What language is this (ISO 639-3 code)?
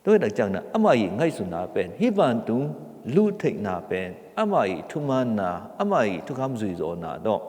ctd